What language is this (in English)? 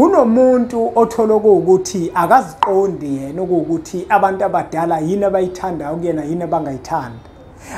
Zulu